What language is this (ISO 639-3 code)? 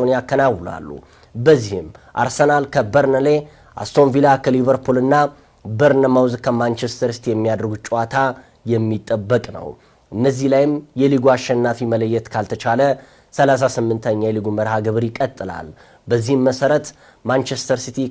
amh